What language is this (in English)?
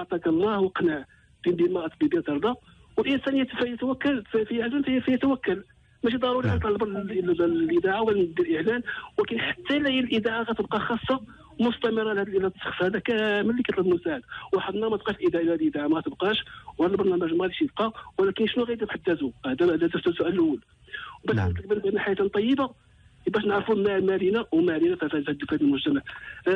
Moroccan Arabic